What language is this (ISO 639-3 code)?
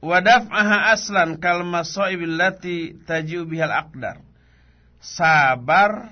sun